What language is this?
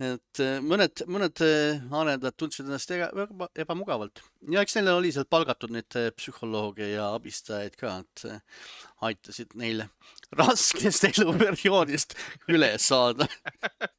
Estonian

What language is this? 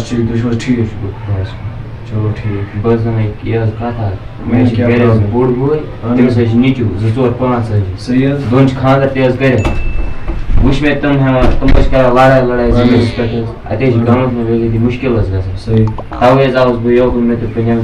Kashmiri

